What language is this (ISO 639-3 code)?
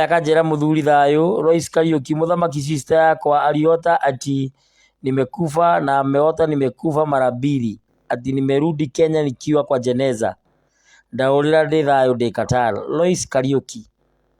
kik